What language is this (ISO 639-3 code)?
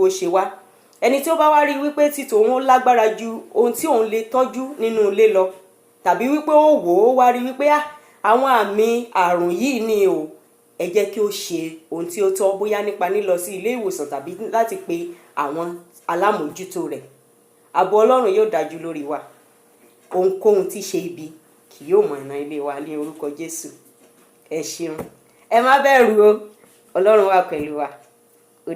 yor